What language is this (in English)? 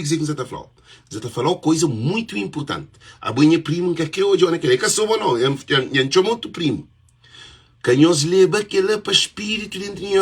Kabuverdianu